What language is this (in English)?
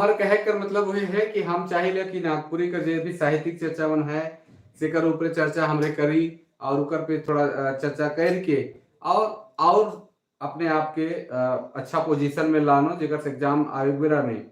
Sadri